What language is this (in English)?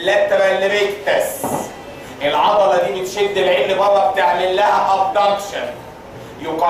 Egyptian Arabic